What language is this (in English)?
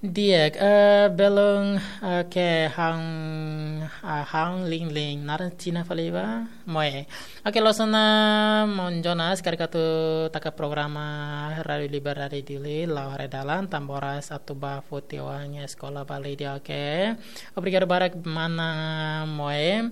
Tetum